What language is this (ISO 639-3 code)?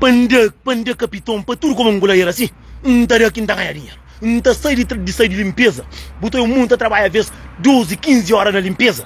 kea